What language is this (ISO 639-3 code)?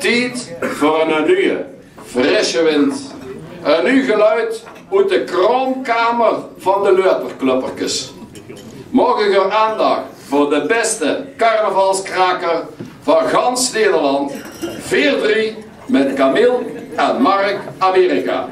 lim